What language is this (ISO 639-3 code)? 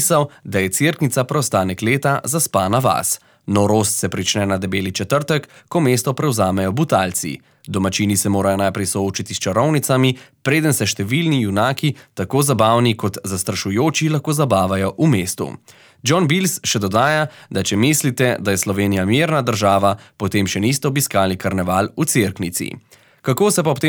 slv